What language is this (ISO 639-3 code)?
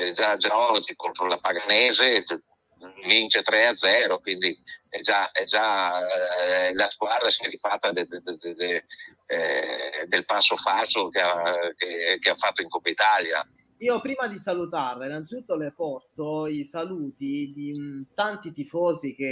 ita